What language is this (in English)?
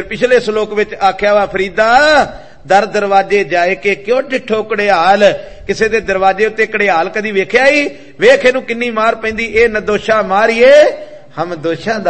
Punjabi